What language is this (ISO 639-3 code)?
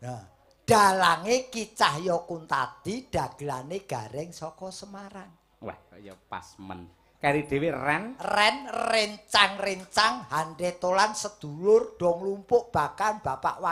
jav